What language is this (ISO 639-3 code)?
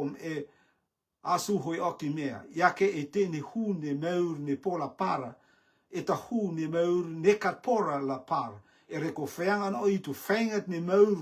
rtm